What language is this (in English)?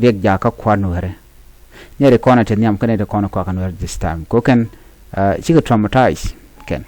Nuer